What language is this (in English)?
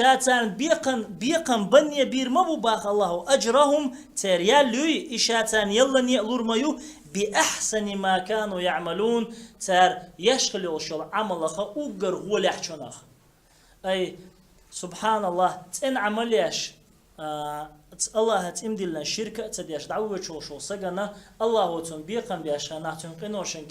Chechen